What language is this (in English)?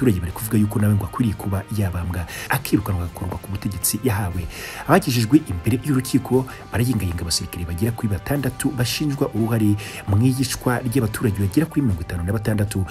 Kinyarwanda